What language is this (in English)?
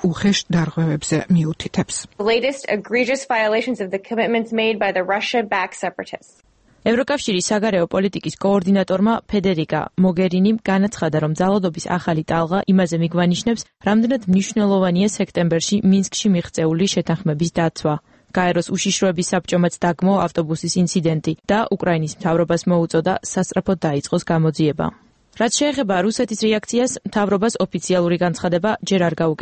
Georgian